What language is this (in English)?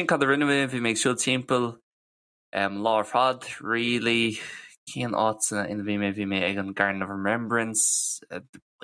Irish